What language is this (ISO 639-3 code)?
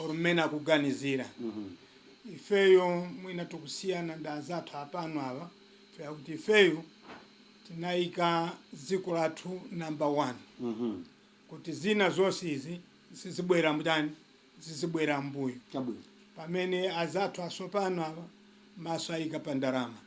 nya